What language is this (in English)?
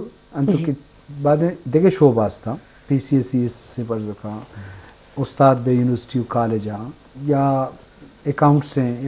Baluchi